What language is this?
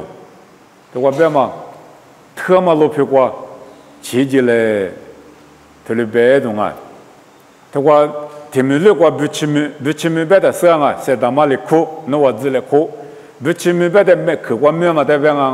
Lisu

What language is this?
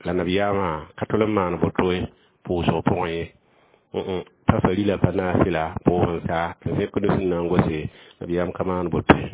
Mossi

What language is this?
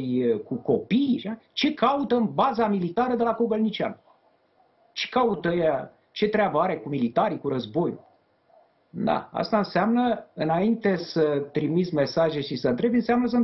Romanian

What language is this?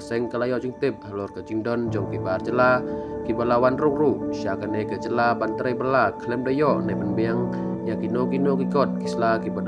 Khasi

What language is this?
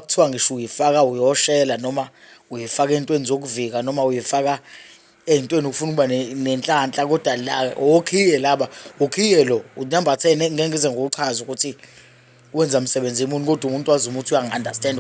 Zulu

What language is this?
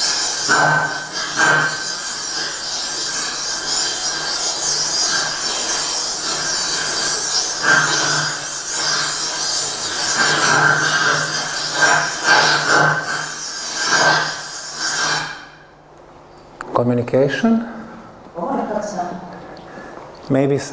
Czech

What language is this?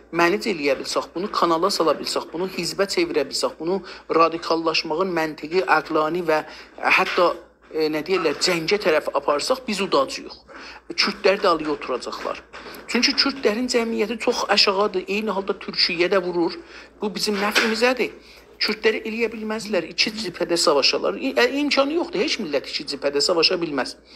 South Azerbaijani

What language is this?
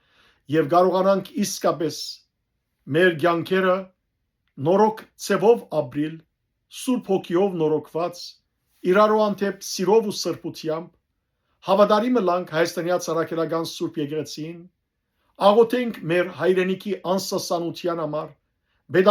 Western Armenian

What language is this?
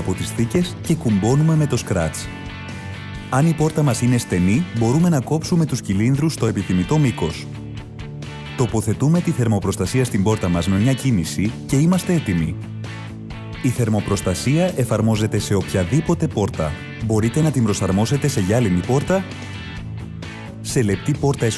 Greek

